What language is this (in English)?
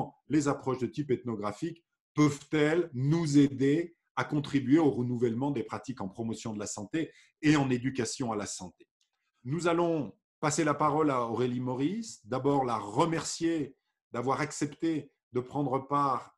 French